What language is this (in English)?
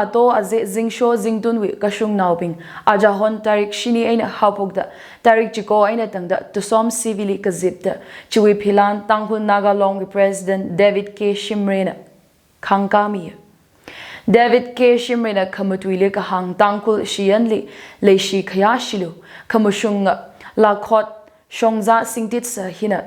Tangkhul Naga (India)